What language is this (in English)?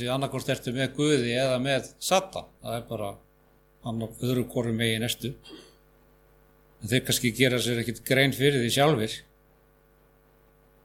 Icelandic